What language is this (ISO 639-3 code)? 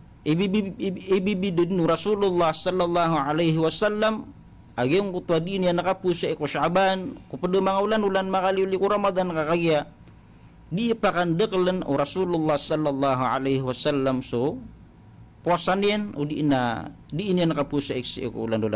mrw